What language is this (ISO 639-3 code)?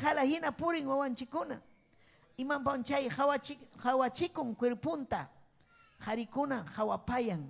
quy